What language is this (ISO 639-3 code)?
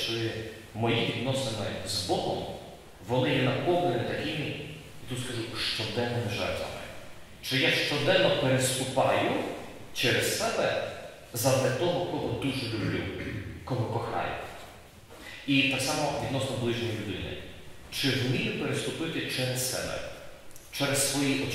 ukr